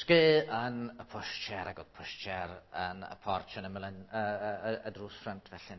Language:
Welsh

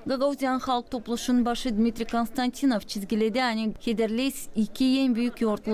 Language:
Gagauz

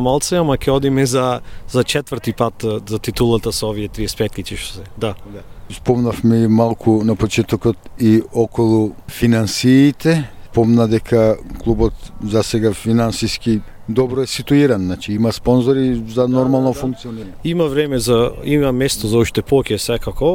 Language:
Macedonian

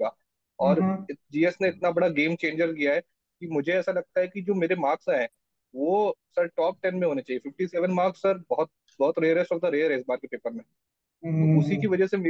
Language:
Hindi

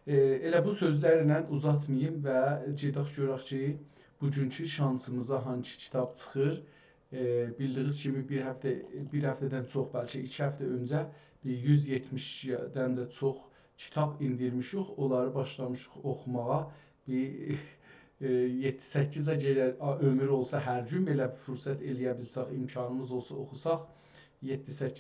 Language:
South Azerbaijani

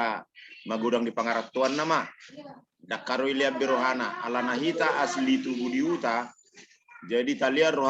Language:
Batak Toba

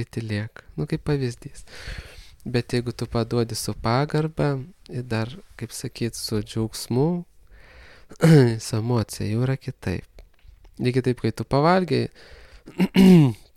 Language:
Lithuanian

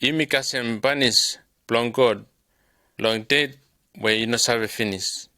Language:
Bislama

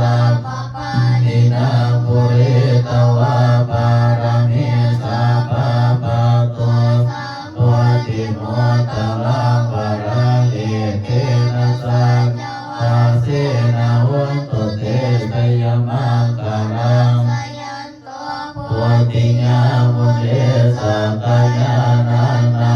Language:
Pali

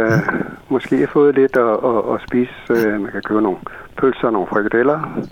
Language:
Danish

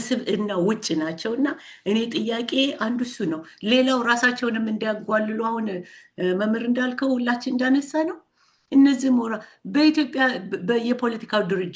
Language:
Amharic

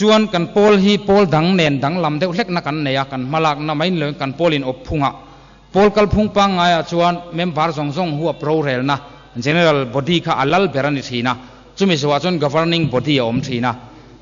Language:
Mizo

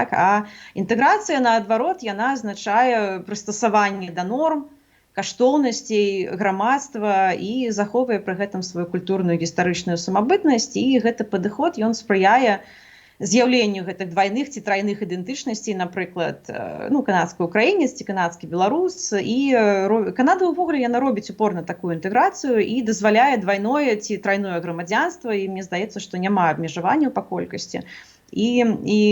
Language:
Belarusian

